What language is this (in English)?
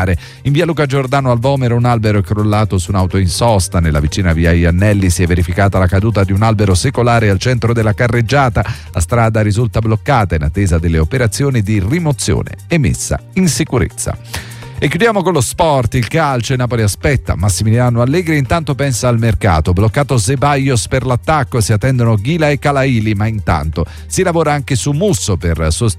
Italian